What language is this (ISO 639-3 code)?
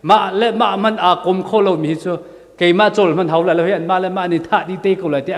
cnh